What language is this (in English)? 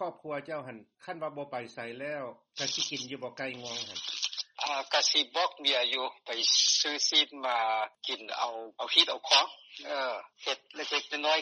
Lao